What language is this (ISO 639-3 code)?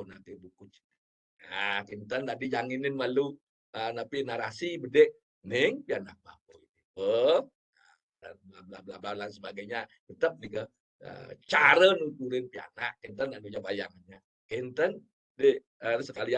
ban